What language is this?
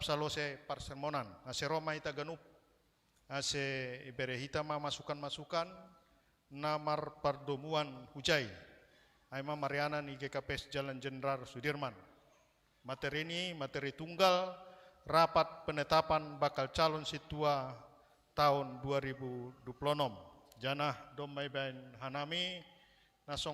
Batak Simalungun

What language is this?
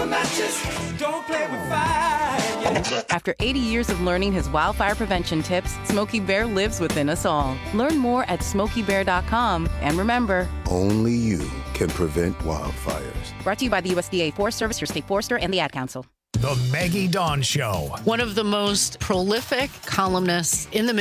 English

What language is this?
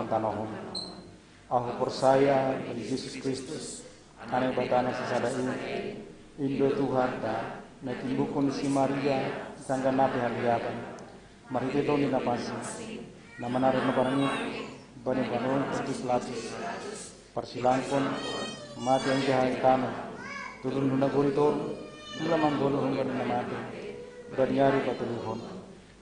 Batak Simalungun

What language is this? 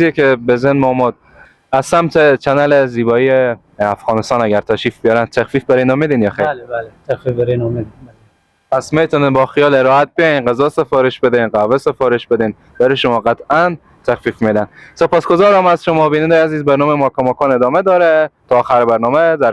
Persian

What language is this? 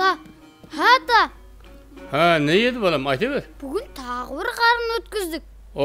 Kara-Kalpak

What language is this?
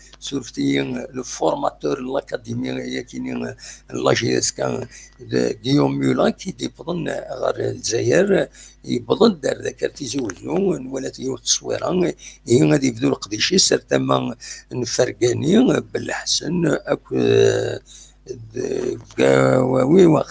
Kabyle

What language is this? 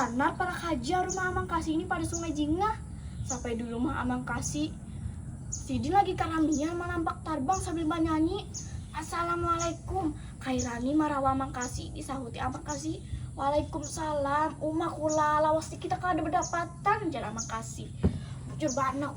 Banjar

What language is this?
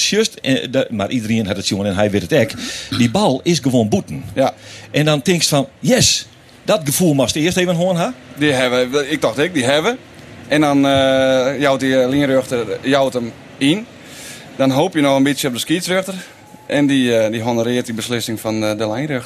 Western Frisian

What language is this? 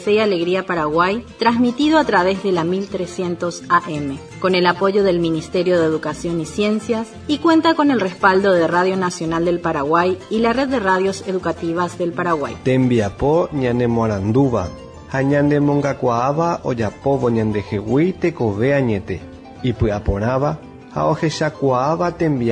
Spanish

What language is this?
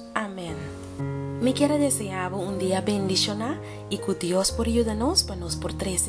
Papiamento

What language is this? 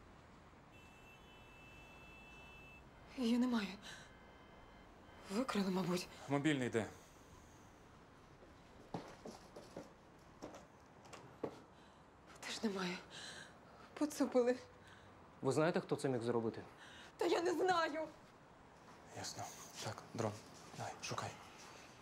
Ukrainian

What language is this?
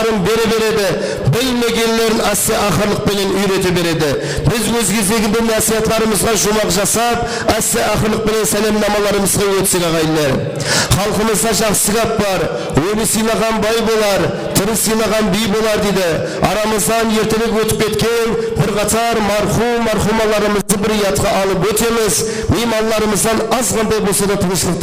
Kara-Kalpak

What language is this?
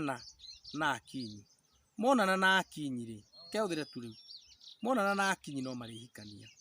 Kikuyu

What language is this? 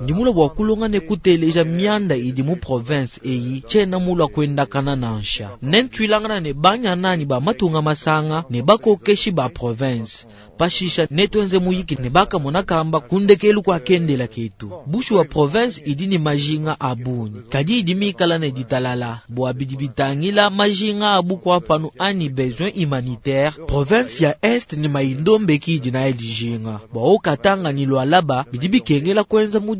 Luba-Lulua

